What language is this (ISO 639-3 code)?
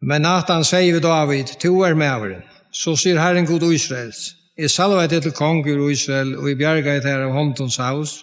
fao